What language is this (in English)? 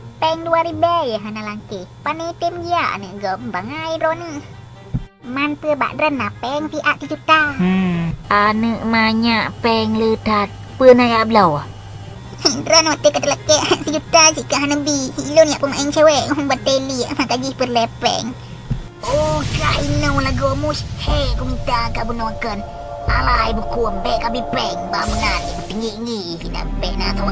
Achinese